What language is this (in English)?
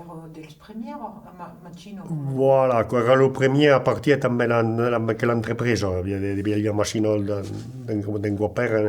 Occitan